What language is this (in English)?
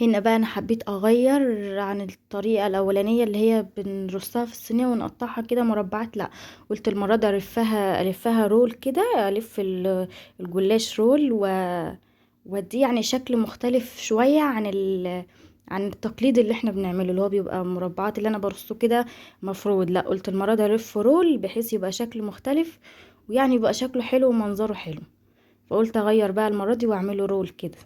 Egyptian Arabic